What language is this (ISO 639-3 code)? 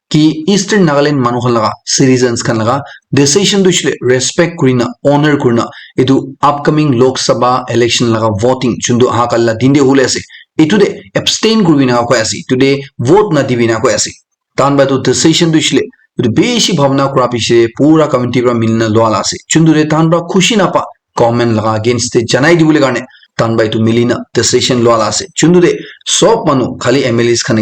nag